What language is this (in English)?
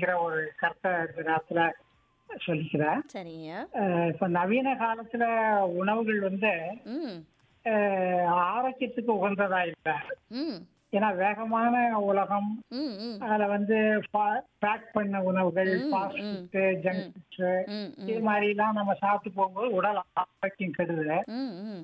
Tamil